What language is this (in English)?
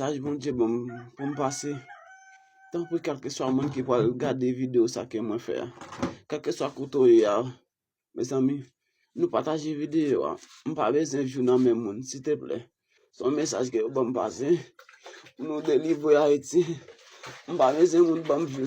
Haitian Creole